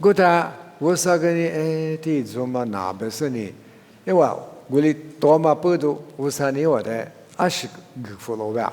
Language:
Lisu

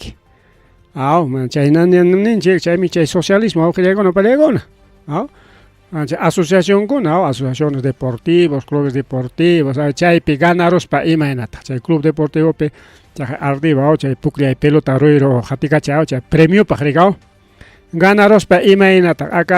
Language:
Ayacucho Quechua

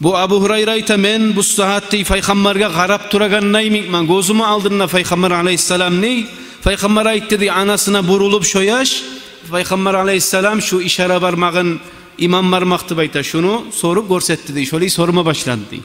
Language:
Kumyk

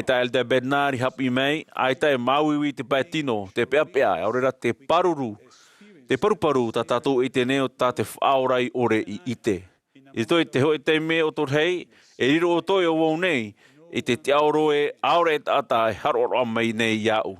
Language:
Tahitian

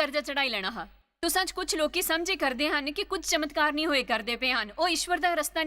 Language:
Dogri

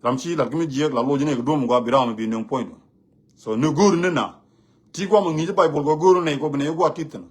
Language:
Nuer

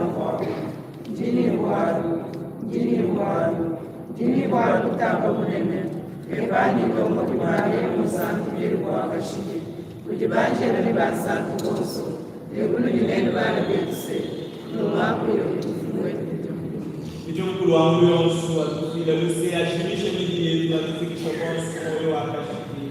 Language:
Luba-Lulua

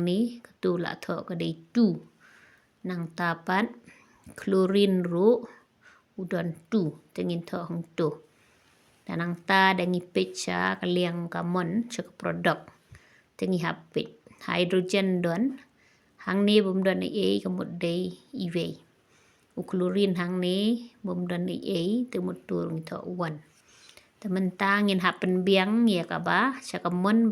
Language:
Khasi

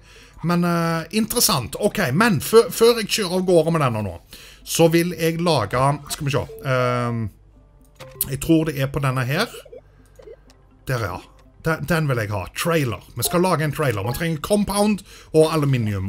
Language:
Norwegian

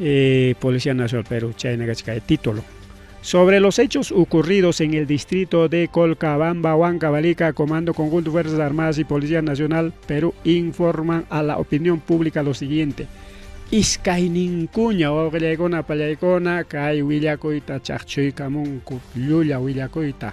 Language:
Ayacucho Quechua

